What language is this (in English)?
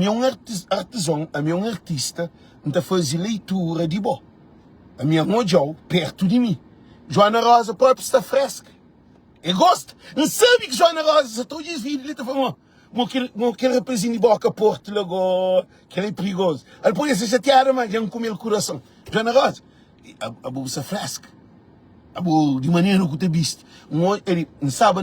Kabuverdianu